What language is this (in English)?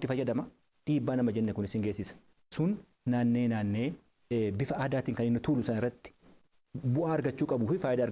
Oromo